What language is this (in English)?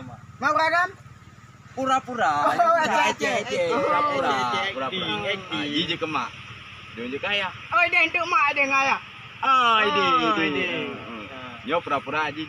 Achinese